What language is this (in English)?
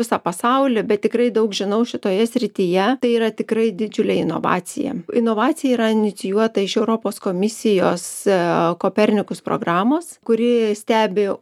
Lithuanian